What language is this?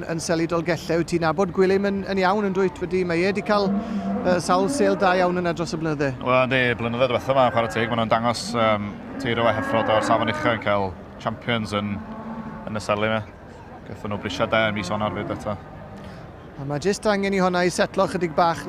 Welsh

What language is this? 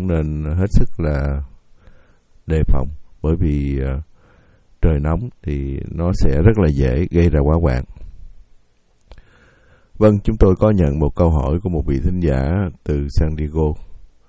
Vietnamese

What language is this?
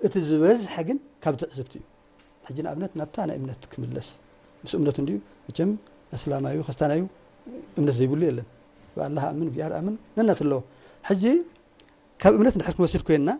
Tigrinya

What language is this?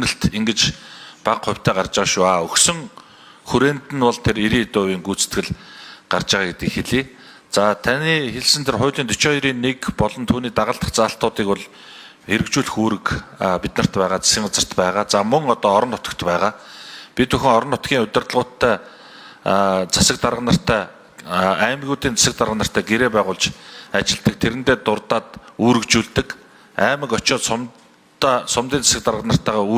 Mongolian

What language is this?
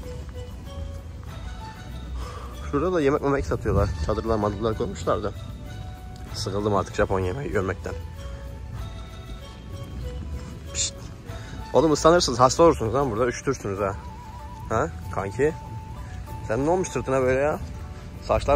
Turkish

